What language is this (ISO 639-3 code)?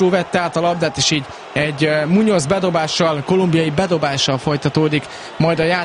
hun